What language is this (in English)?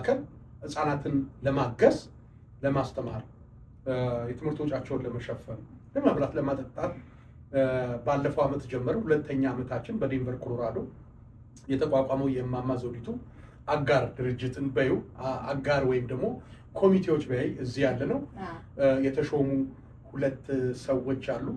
Amharic